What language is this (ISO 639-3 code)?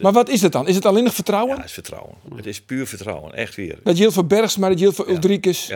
fry